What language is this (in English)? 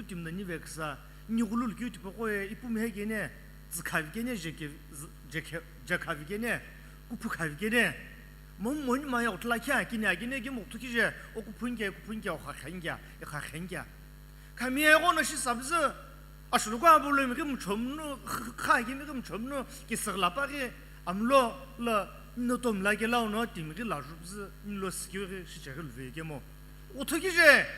Sumi Naga